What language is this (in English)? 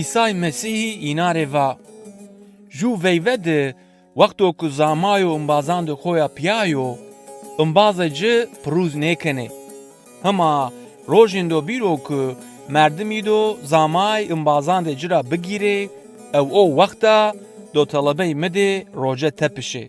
Zaza